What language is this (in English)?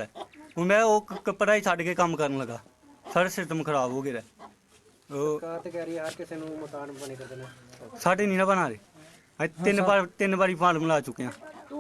Dogri